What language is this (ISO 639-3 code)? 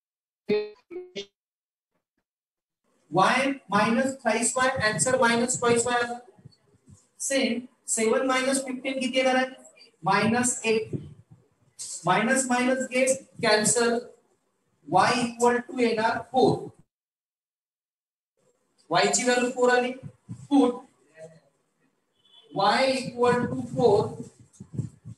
mar